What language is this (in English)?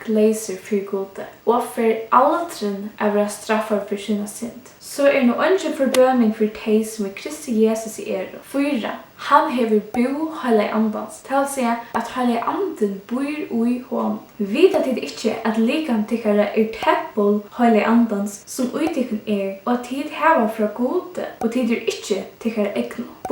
Faroese